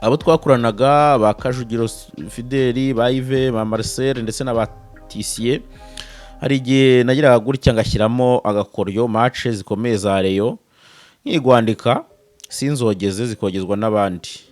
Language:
Kinyarwanda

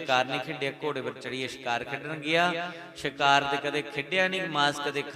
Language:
Dogri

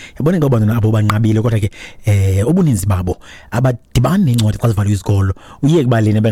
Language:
Xhosa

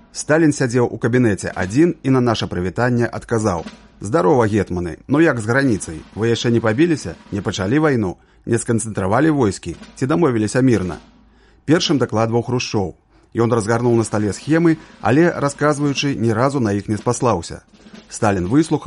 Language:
Belarusian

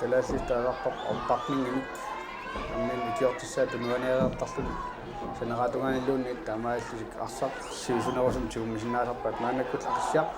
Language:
Kalaallisut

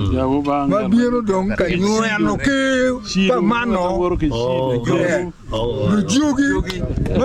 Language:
Acoli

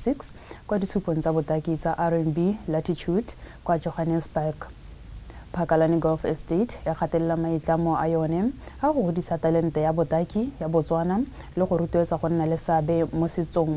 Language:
Tswana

